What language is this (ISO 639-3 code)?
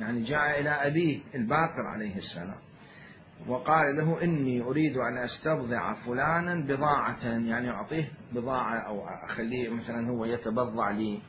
acm